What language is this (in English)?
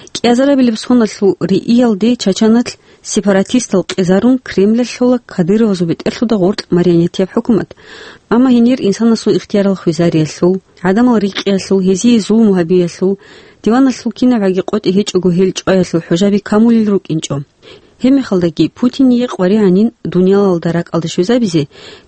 Avaric